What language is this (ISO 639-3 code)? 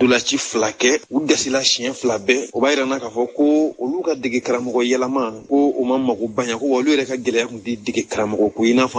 bam